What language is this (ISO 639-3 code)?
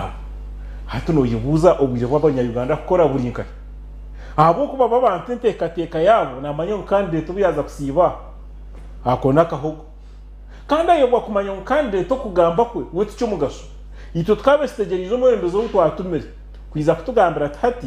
nyn